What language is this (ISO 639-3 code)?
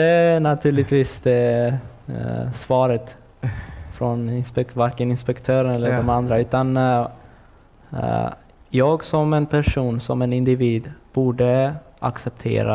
swe